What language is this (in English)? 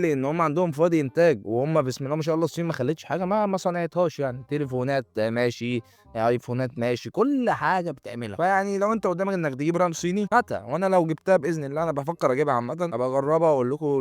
Egyptian Arabic